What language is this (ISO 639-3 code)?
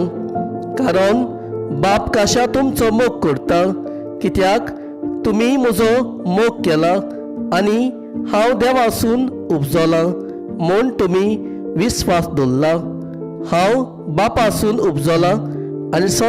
kok